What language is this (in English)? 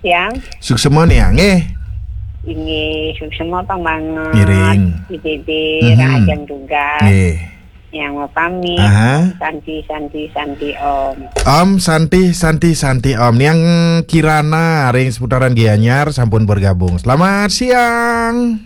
Balinese